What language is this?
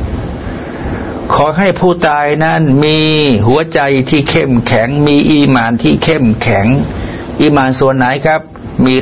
Thai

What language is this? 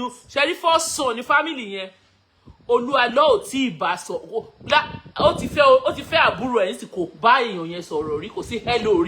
Yoruba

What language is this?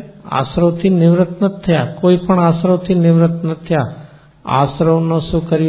Gujarati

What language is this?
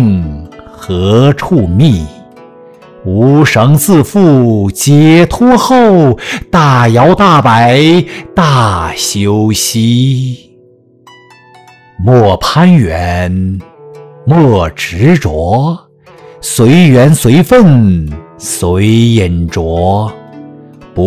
Chinese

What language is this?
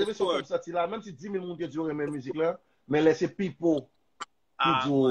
Haitian Creole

